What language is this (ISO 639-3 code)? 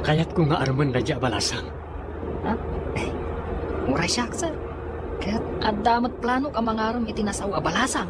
ilo